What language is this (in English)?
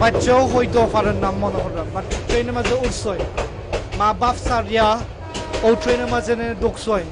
Sylheti